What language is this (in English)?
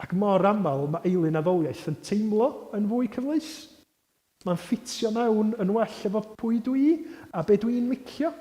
Welsh